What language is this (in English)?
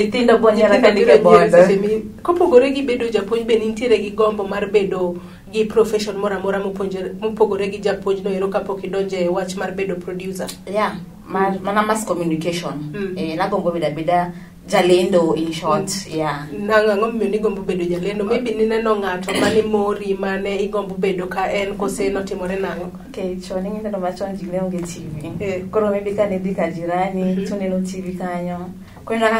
Luo (Kenya and Tanzania)